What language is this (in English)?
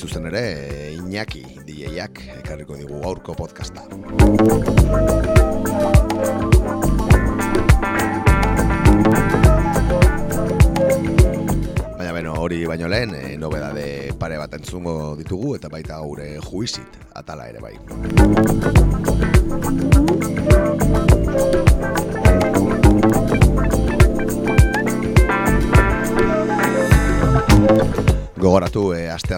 Basque